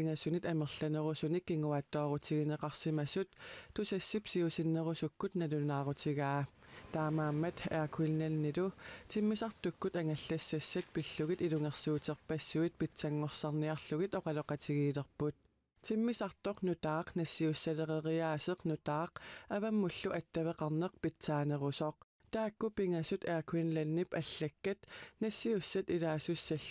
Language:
Kalaallisut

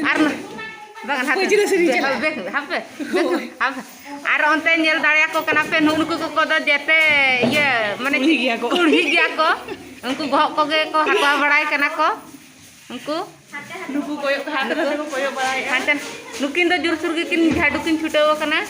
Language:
Santali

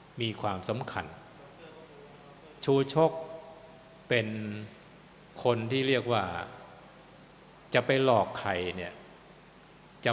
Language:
Thai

